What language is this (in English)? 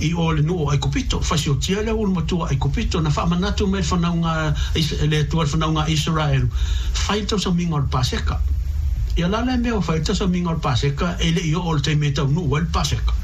Samoan